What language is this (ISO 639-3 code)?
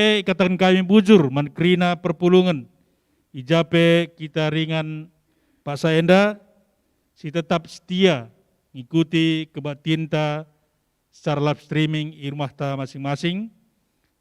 btx